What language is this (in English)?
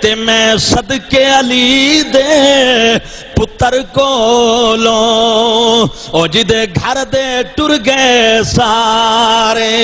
Saraiki